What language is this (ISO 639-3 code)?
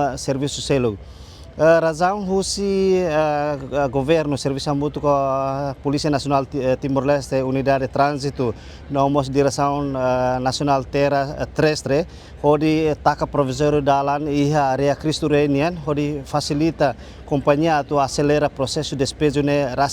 tet